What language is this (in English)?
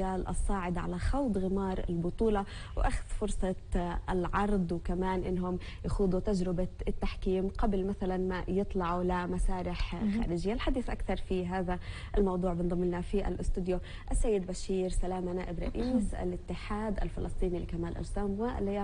North Levantine Arabic